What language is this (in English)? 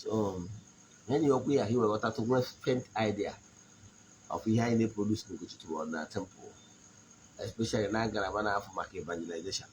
Igbo